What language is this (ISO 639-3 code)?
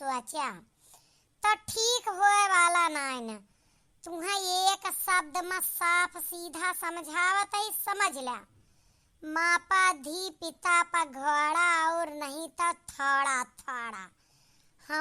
awa